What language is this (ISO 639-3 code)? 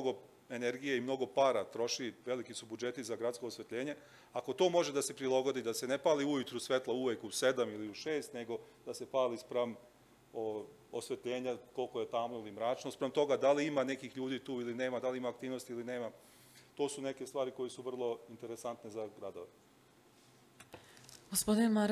srp